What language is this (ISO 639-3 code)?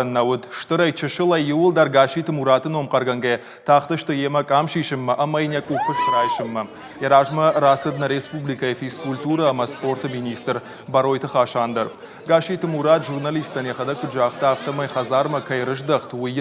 oss